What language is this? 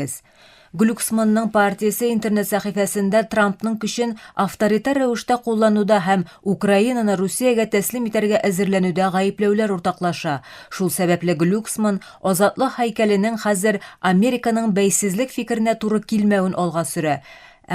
Tatar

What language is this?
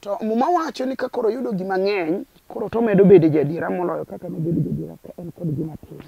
Luo (Kenya and Tanzania)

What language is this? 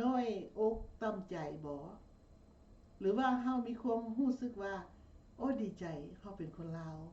Lao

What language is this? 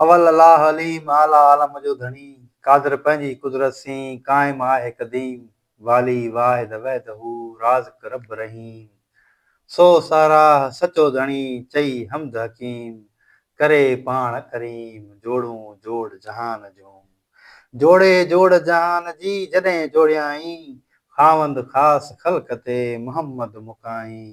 Sindhi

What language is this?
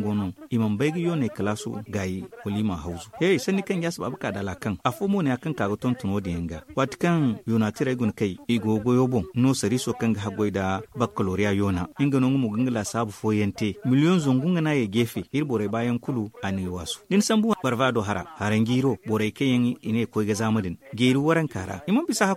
Zarma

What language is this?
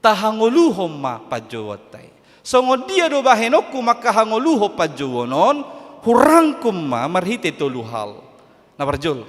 Batak Toba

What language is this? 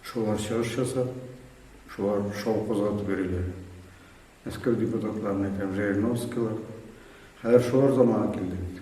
Tatar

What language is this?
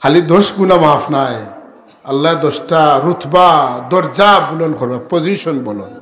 Sylheti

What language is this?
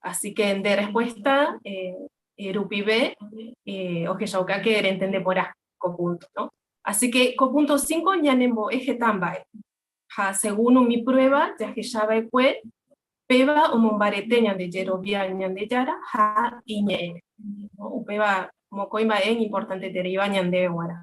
Guarani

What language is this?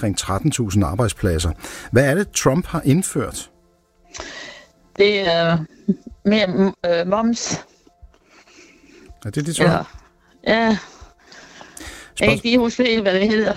Danish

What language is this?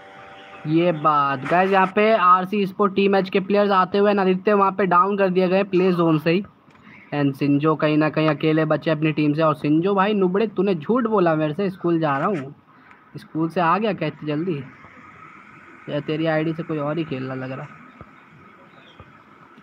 Hindi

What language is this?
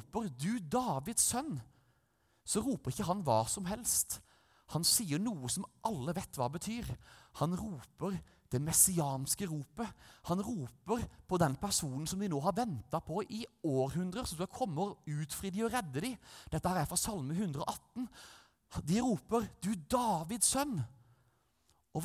Norwegian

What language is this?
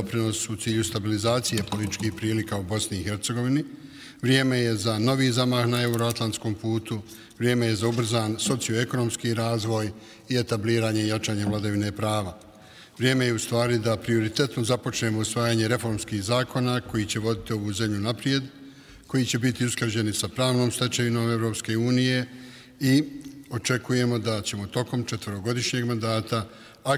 Bosnian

